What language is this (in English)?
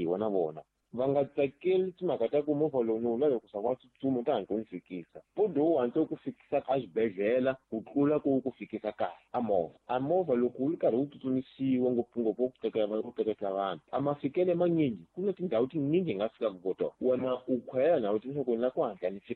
Tsonga